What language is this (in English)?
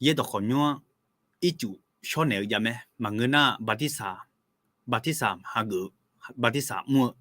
Akha